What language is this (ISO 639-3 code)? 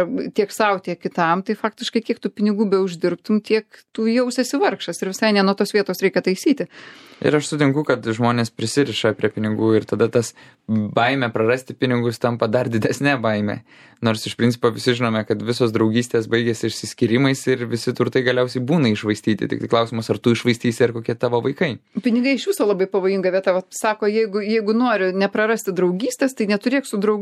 lit